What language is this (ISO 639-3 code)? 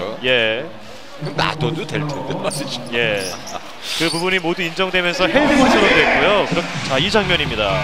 kor